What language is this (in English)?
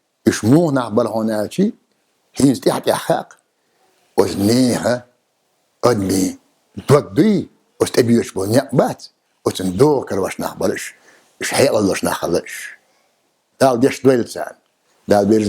Chechen